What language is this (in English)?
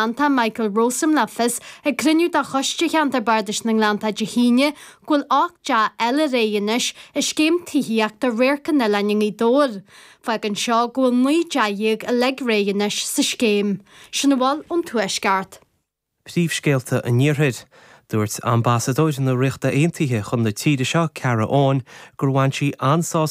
Irish